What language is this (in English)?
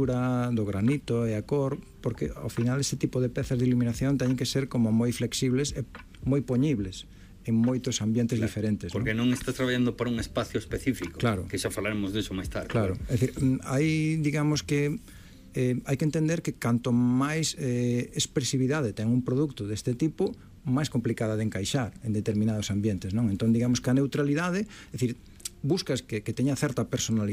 Galician